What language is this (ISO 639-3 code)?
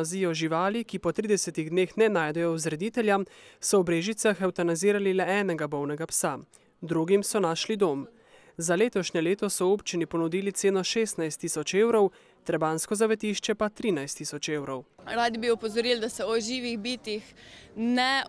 slv